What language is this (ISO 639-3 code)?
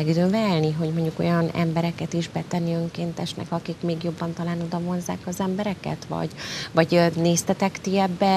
hun